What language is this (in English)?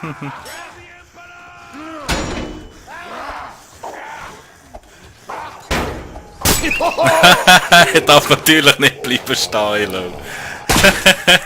Swiss German